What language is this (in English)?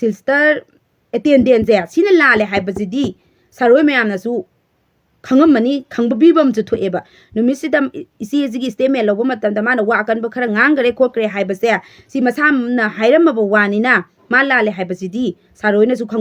Manipuri